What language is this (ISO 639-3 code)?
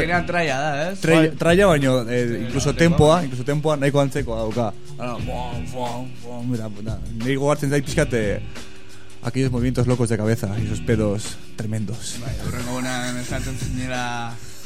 eus